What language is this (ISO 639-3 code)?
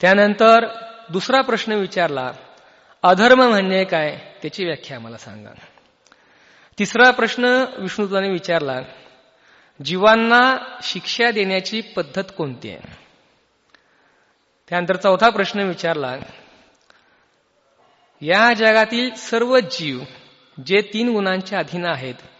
mar